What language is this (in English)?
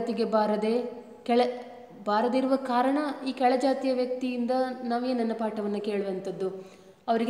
Kannada